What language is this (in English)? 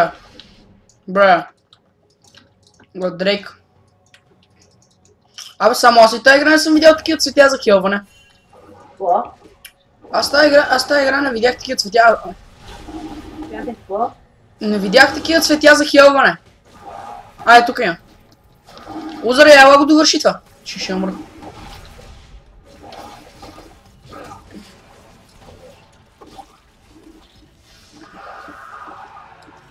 Bulgarian